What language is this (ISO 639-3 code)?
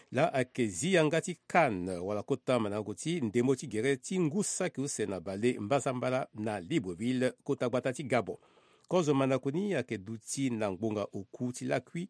sag